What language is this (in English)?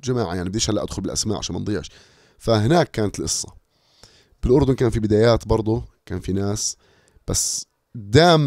North Levantine Arabic